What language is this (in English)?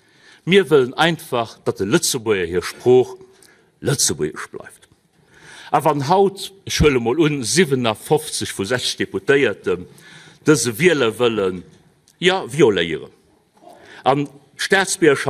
Luxembourgish